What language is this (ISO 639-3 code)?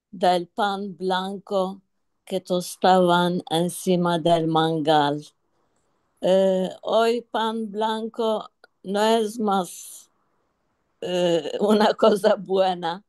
lad